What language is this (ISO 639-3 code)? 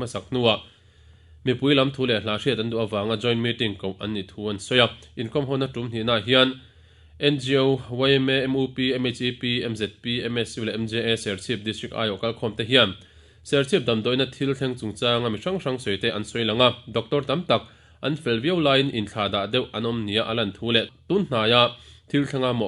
lus